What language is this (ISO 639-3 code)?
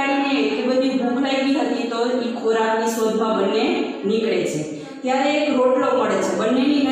guj